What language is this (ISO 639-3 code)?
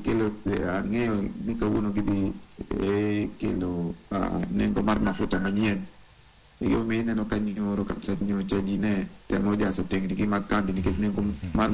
luo